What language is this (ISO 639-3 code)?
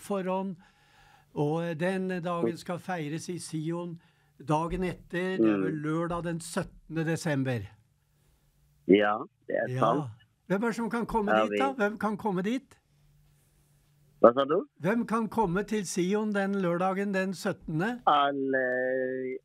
nor